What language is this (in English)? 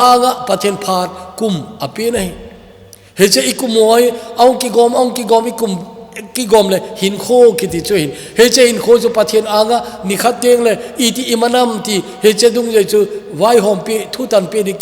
Thado Chin